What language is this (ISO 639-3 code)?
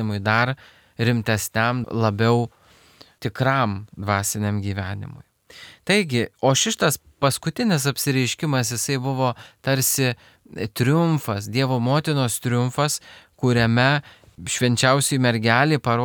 lit